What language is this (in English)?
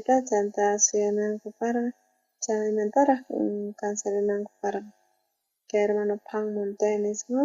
South Bolivian Quechua